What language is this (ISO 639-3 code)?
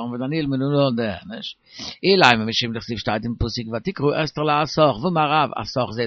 yid